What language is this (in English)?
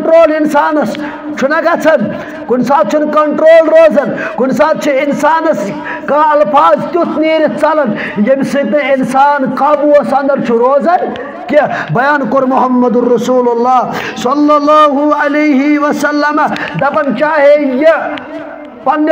Kashmiri